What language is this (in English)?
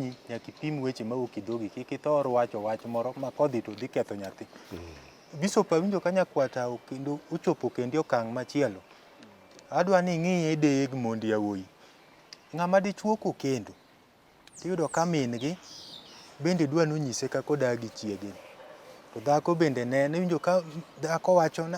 Luo (Kenya and Tanzania)